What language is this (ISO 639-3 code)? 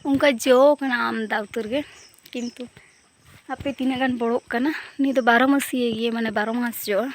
sat